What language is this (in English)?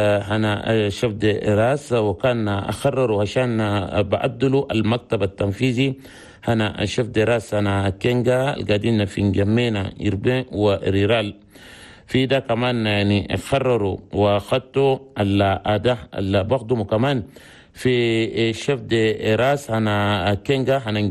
Chadian Arabic